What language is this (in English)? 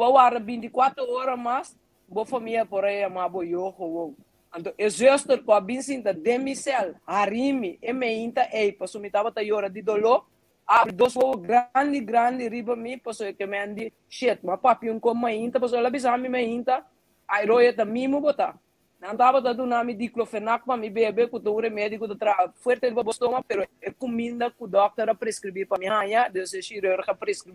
Papiamento